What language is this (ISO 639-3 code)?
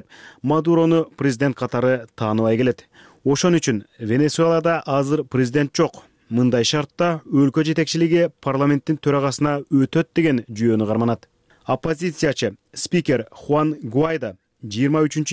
kir